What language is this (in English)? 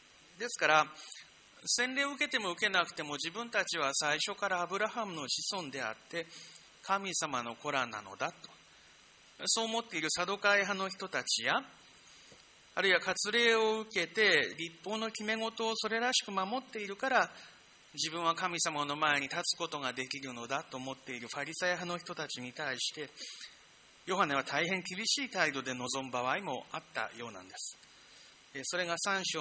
Japanese